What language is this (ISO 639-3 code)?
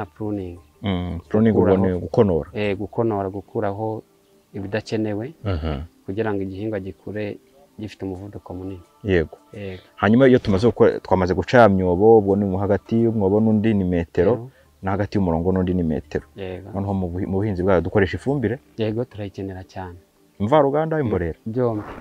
kin